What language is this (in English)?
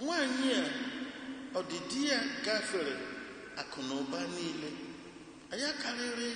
Igbo